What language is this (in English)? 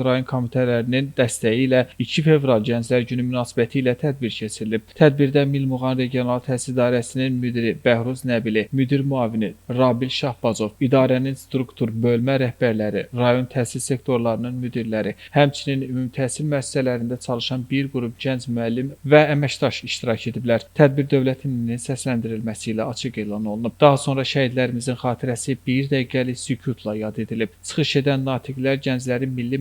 Azerbaijani